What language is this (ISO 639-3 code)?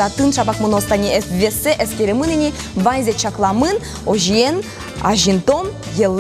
udm